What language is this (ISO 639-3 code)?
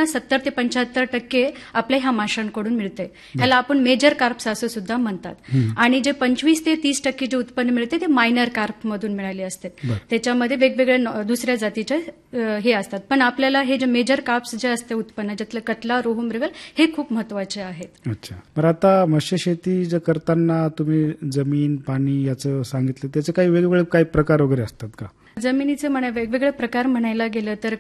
mar